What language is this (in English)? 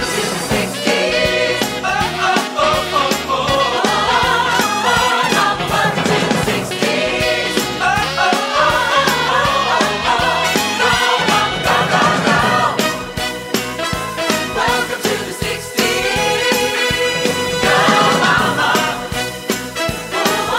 English